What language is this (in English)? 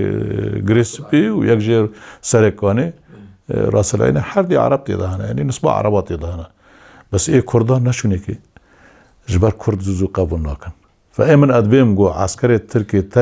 Kurdish